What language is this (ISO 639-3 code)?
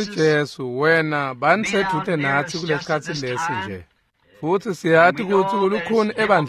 ssw